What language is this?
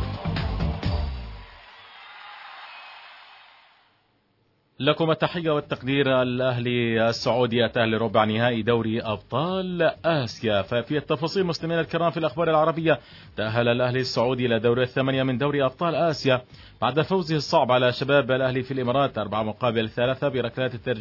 Arabic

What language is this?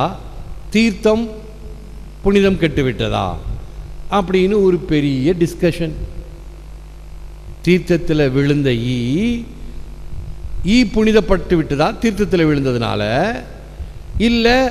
Tamil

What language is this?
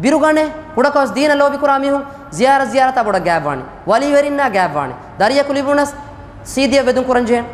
Divehi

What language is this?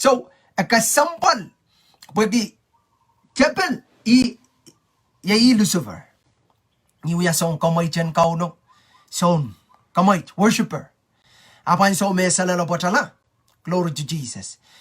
Pohnpeian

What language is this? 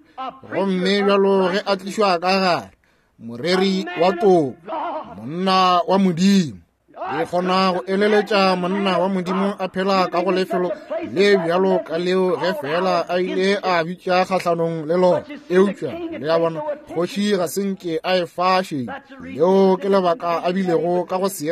Northern Sotho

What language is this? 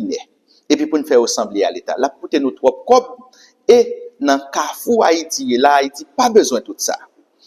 Haitian Creole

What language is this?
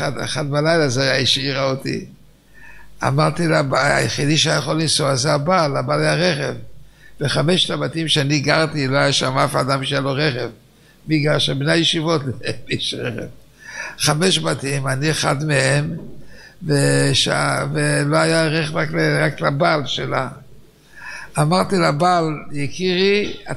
Hebrew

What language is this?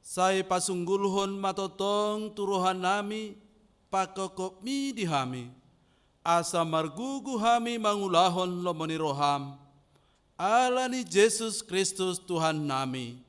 Batak Toba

